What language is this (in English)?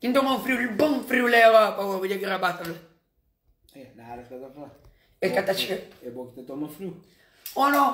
Kabuverdianu